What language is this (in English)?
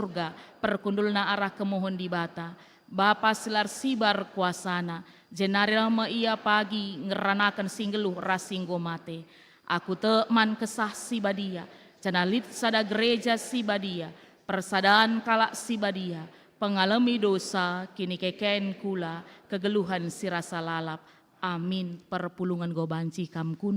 Batak Karo